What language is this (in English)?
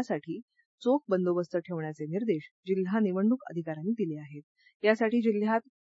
Marathi